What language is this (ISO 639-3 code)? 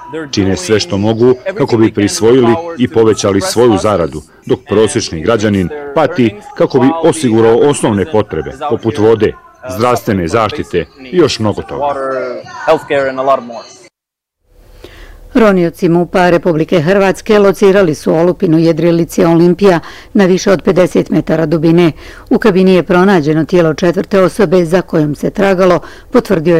bos